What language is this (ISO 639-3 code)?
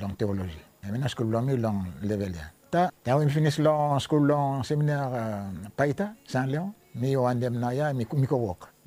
bis